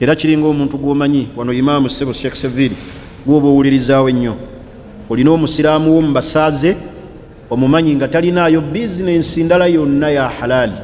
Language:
Ganda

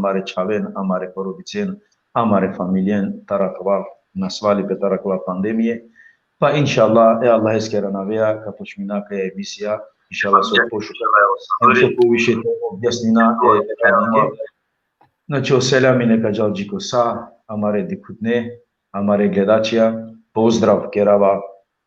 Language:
Balkan Romani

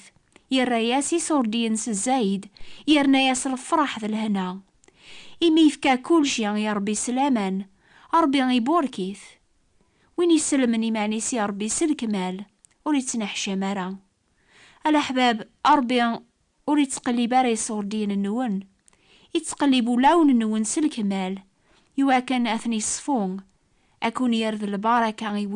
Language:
Kabyle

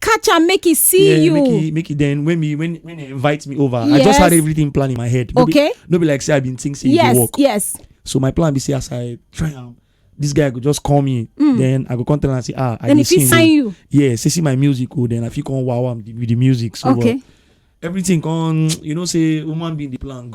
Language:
Nigerian Pidgin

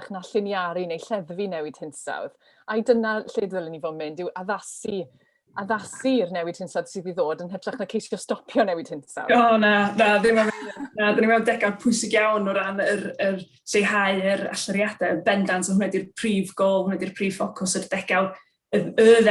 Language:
Welsh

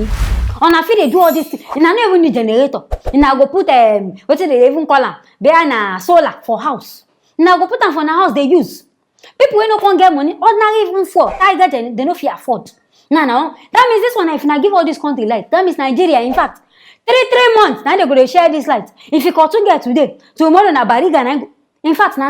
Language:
Nigerian Pidgin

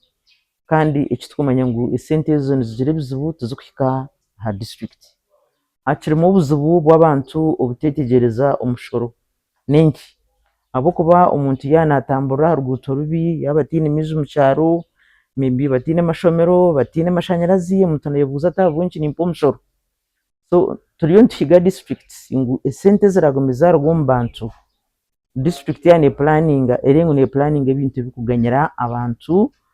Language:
Nyankole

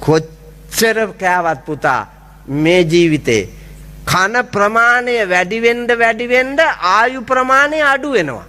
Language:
Sinhala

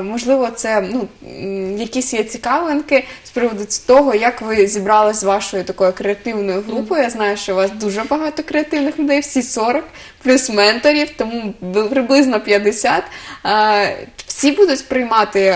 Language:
Ukrainian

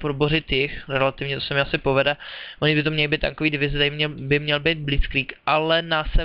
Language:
Czech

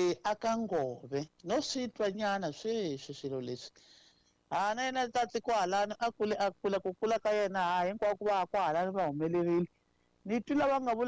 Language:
Tsonga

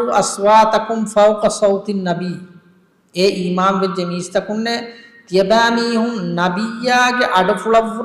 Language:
Divehi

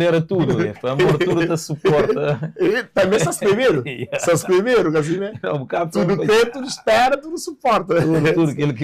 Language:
Kabuverdianu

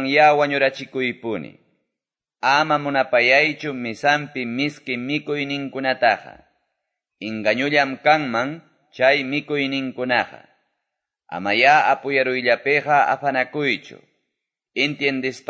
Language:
Quechua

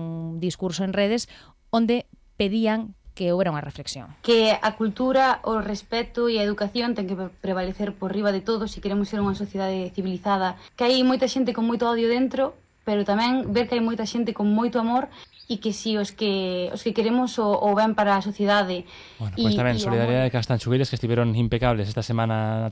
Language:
Galician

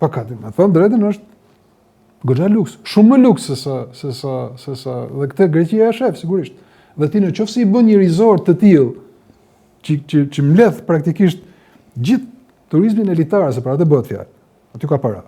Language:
Albanian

